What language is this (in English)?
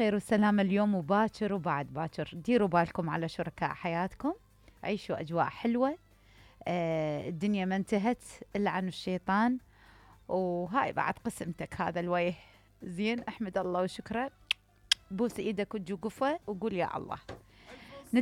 Mesopotamian Arabic